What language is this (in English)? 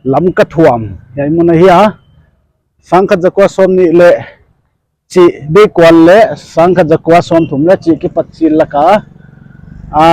Paite Chin